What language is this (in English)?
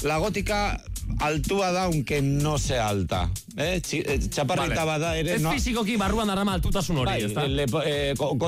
Basque